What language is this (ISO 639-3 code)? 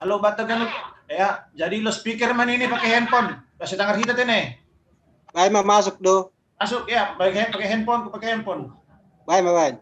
bts